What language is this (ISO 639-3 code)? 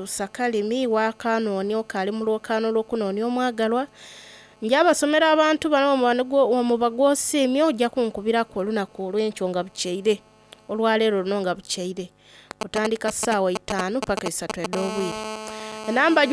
xog